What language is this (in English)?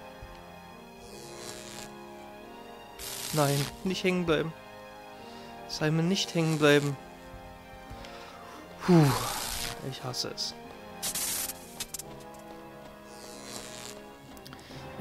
German